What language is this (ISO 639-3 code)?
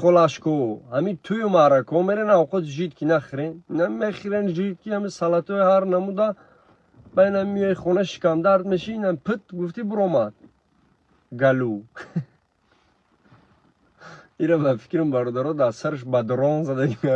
tgk